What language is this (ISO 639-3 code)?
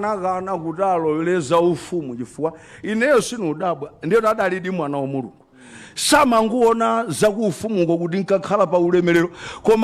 nya